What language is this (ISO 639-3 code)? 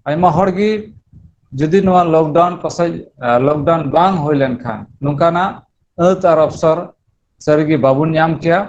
sat